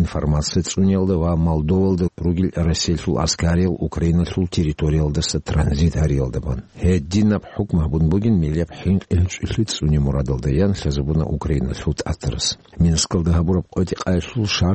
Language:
Avaric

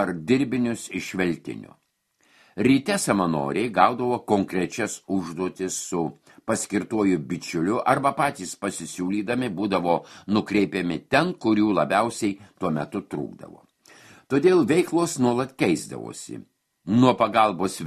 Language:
Lithuanian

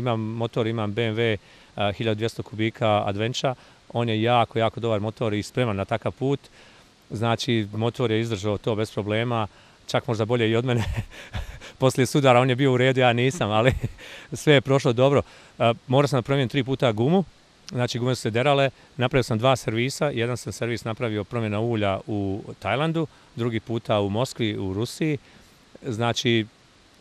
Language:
Bosnian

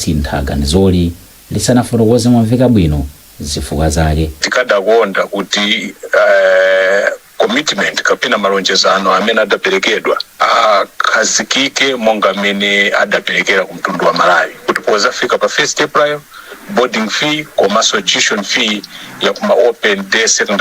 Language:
Nyanja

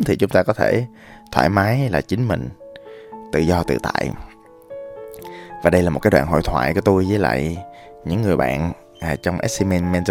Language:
Vietnamese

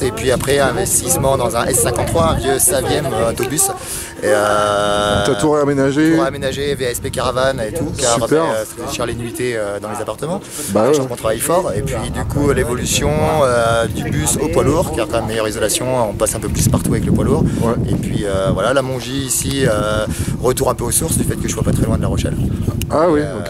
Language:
French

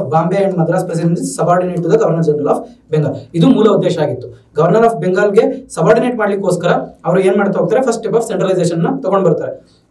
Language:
Kannada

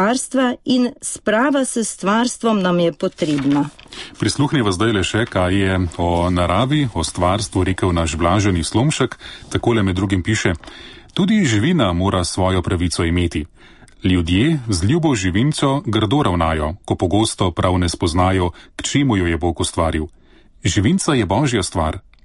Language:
Slovenian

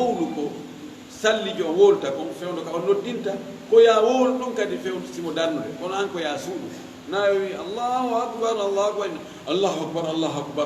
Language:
Fula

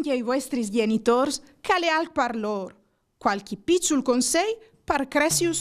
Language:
Friulian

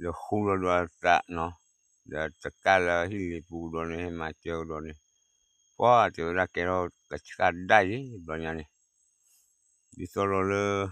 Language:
S'gaw Karen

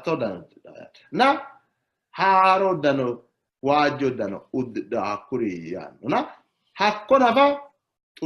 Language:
Sidamo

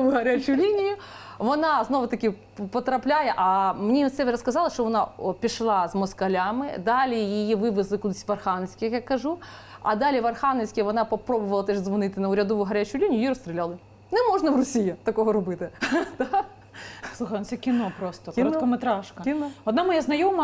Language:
Ukrainian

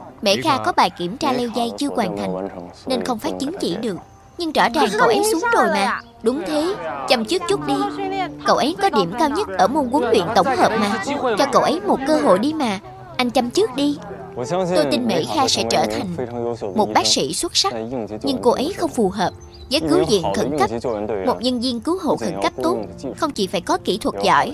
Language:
Vietnamese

